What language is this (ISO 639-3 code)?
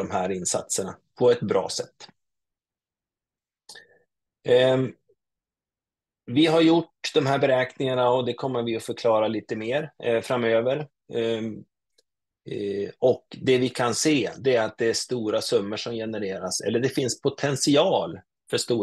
swe